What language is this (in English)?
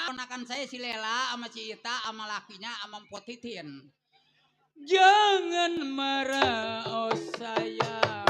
Betawi